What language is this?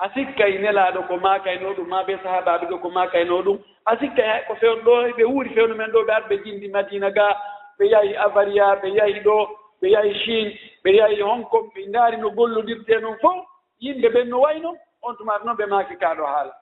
Fula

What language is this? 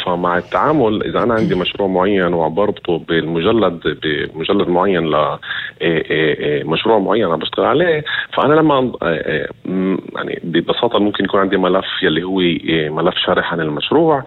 North Levantine Arabic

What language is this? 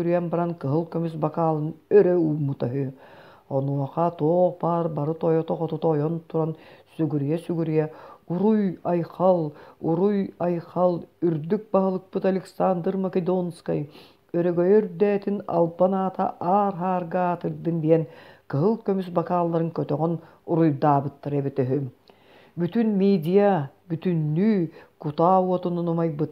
Yakut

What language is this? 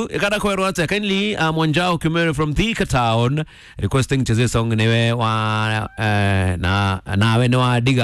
Kikuyu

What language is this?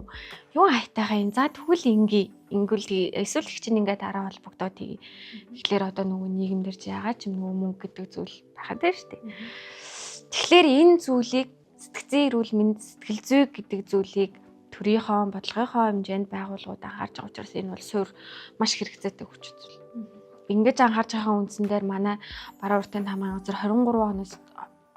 Mongolian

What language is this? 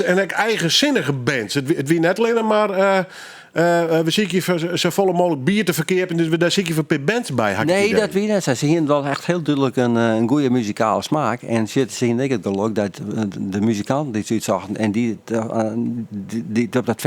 Western Frisian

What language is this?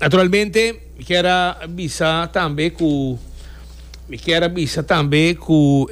Papiamento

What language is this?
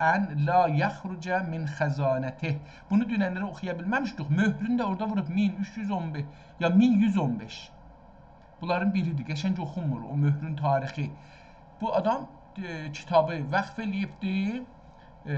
South Azerbaijani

